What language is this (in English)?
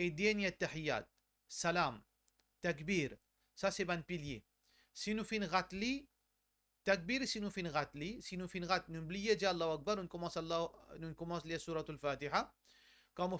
Morisyen